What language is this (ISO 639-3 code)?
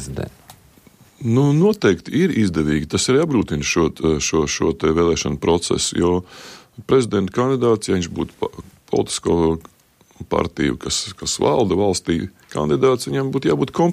lav